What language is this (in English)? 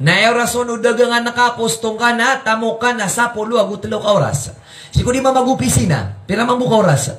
Maranao